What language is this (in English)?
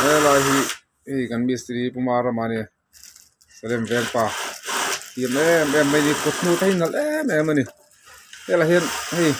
Mizo